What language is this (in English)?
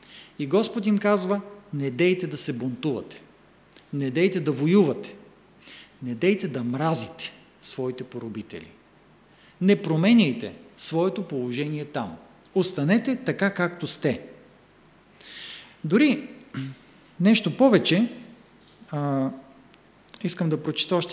Bulgarian